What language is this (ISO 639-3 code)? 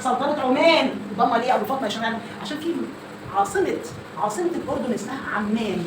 arz